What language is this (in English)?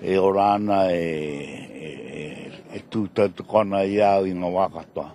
Māori